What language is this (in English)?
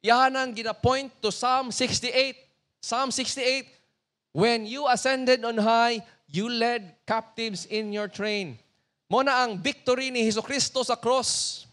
Cebuano